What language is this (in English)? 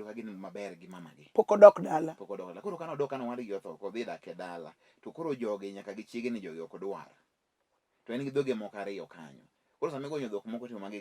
Luo (Kenya and Tanzania)